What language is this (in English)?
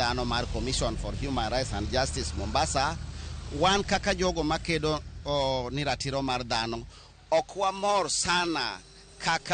Luo (Kenya and Tanzania)